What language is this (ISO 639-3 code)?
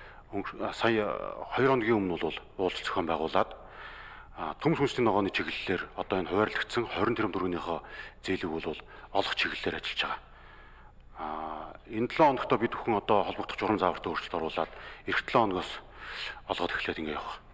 mon